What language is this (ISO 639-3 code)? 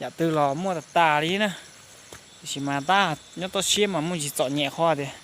hmn